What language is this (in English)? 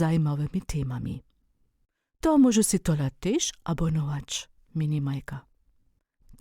Upper Sorbian